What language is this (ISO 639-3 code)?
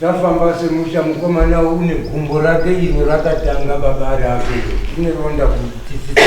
sna